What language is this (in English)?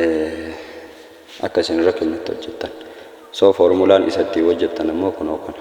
Oromo